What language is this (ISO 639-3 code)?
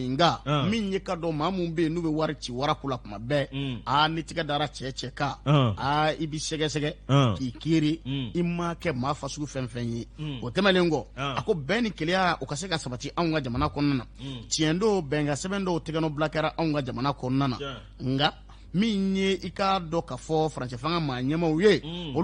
bam